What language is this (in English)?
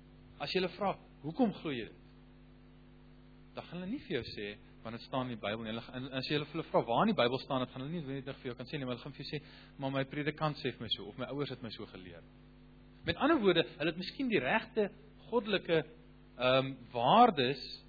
Afrikaans